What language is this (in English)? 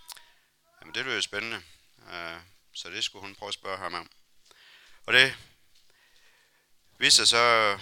Danish